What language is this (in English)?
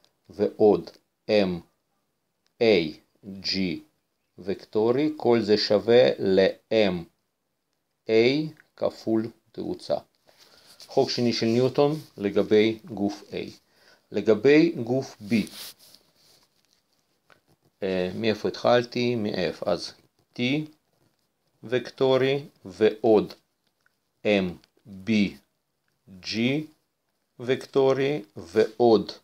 Hebrew